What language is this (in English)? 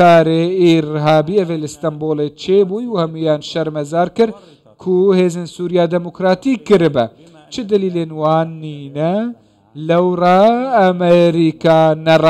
Kurdish